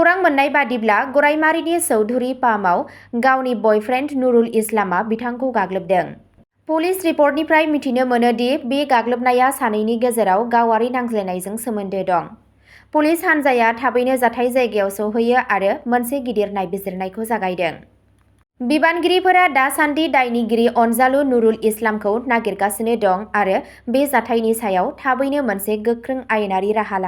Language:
Bodo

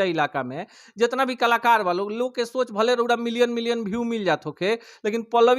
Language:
Bhojpuri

